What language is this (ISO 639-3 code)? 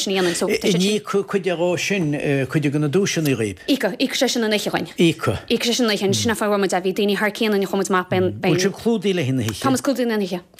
gle